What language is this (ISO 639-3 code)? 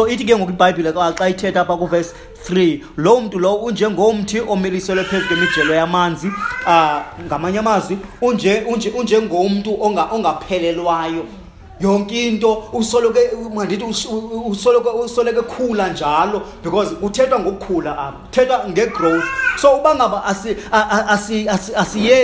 xho